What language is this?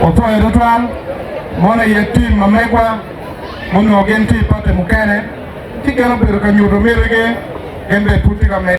Acoli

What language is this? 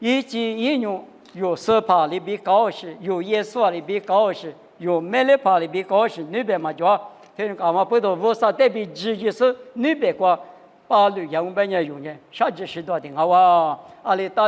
Lisu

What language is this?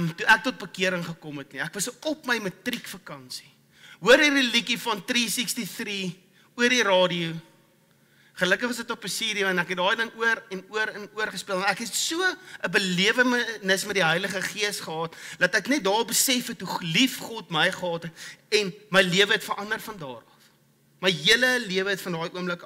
Afrikaans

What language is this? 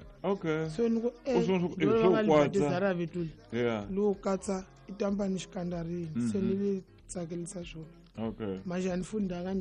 Tsonga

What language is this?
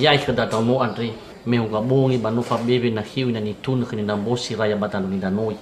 Nias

